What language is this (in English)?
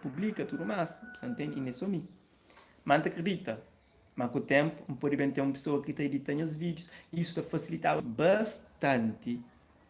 Kabuverdianu